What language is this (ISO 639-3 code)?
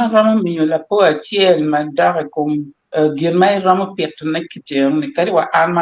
ach